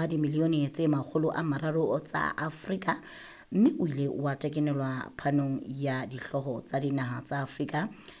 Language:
Southern Sotho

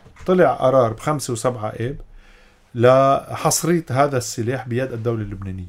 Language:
North Levantine Arabic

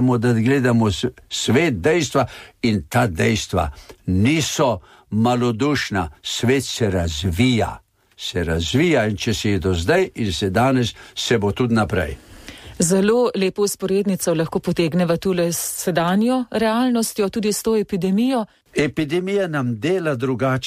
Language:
Slovenian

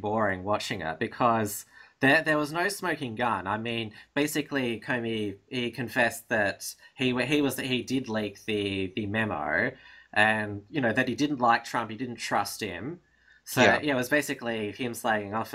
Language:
English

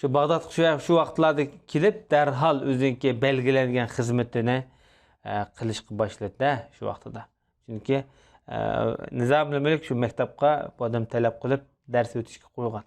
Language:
Uyghur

